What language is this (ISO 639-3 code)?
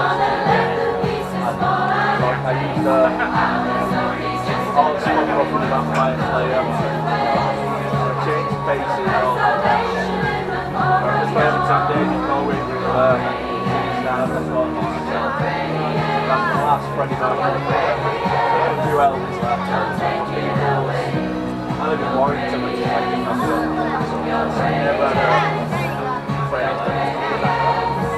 eng